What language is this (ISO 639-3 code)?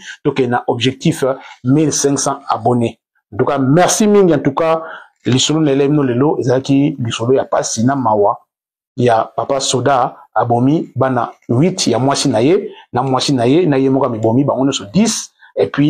lin